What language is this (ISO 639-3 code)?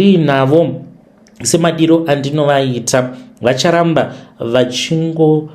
sna